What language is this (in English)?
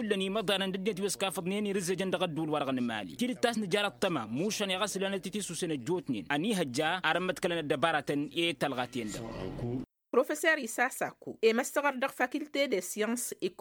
Tamasheq